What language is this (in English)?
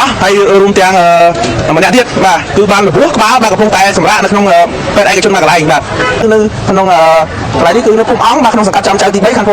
Khmer